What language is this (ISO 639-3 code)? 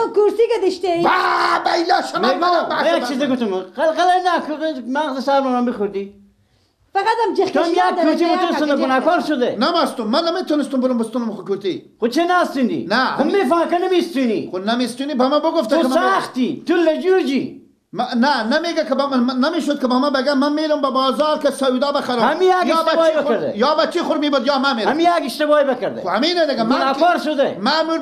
fas